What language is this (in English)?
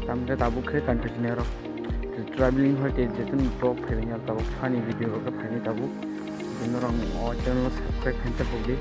Kok Borok